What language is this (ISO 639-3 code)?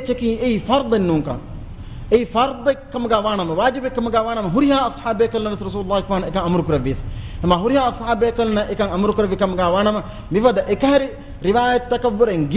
div